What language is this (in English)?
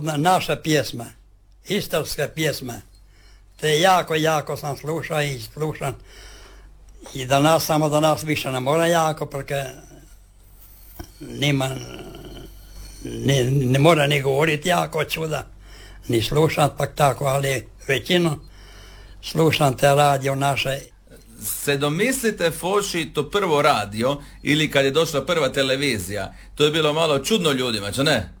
Croatian